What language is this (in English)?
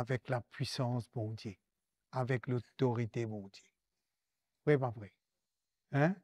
Morisyen